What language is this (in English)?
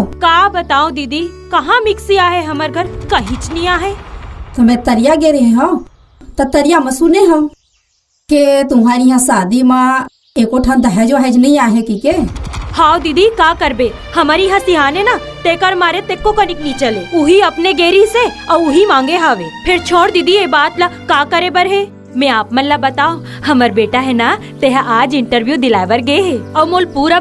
Chhattisgarhi